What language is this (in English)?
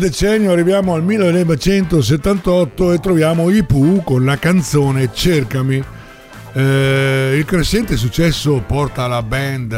Italian